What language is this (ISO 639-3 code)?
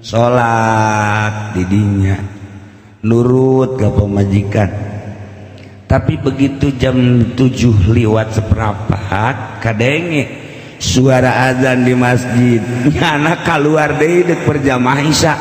sun